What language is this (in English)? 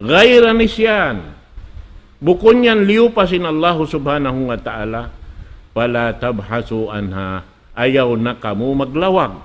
Tausug